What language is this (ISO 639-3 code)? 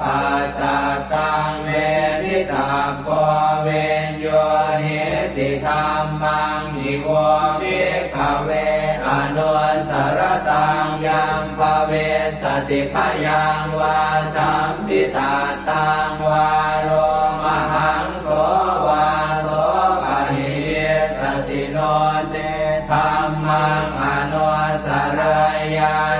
pli